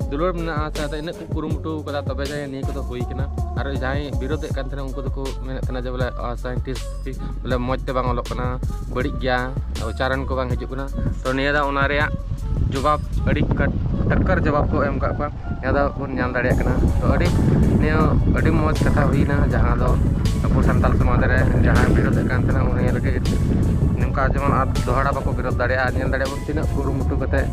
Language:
Santali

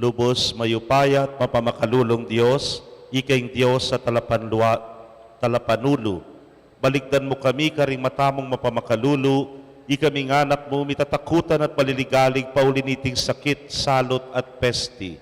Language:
Pampanga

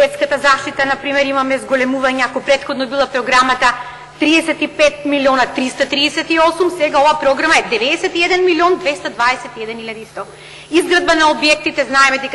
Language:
Macedonian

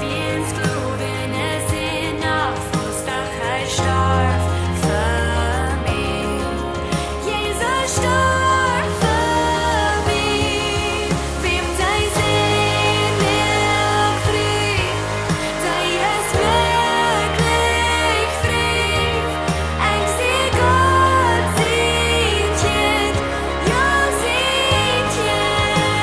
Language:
Plautdietsch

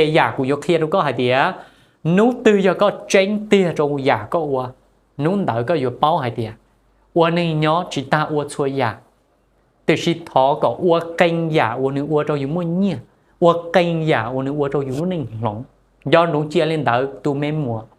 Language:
Hmong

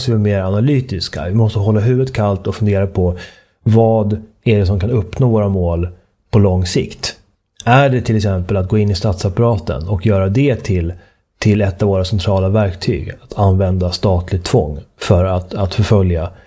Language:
Swedish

